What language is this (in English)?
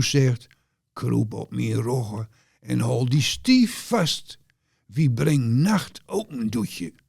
Gronings